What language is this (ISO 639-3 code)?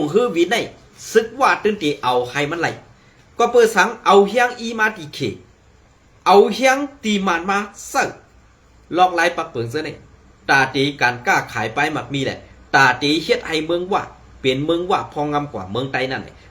shn